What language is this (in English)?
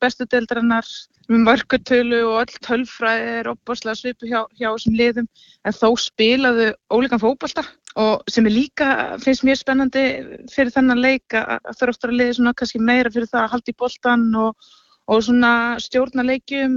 Icelandic